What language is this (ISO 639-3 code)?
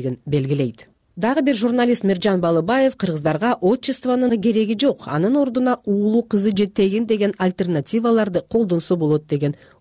kir